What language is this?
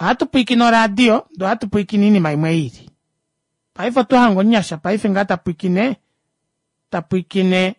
Kuanyama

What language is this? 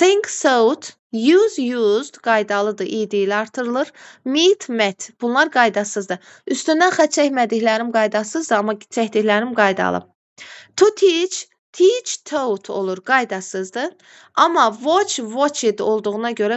Azerbaijani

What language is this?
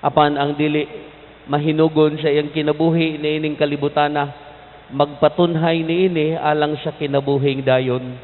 Cebuano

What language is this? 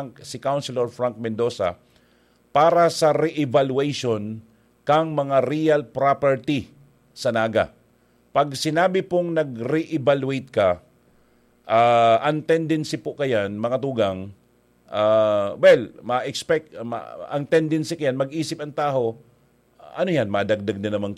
Bikol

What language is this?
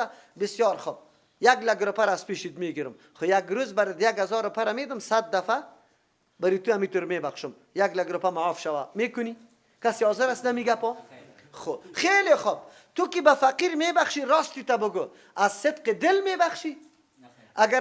Persian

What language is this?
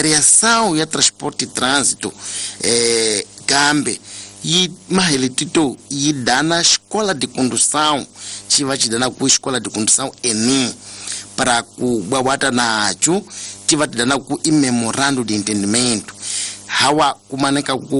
Tsonga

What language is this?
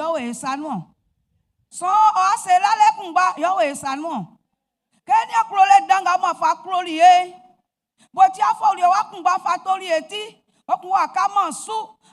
Baoulé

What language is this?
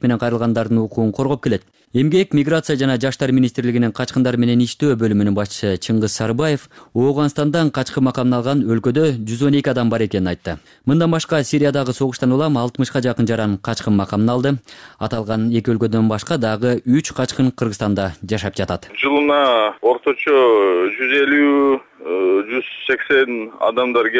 Kyrgyz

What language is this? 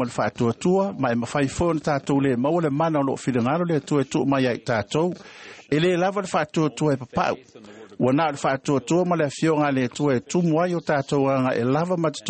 Samoan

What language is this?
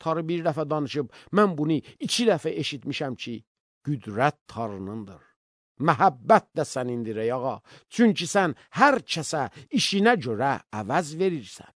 Azerbaijani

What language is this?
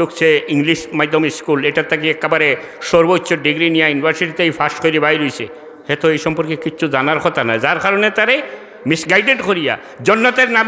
Sylheti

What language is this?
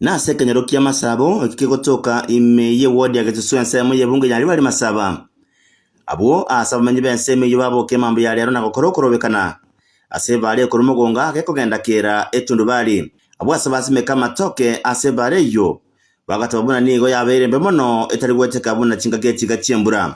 Gusii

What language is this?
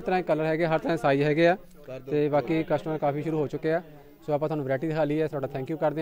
Punjabi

